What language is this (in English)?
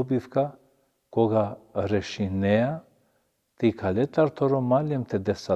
Balkan Romani